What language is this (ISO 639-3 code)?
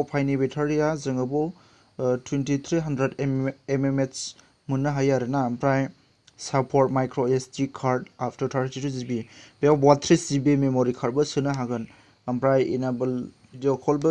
brx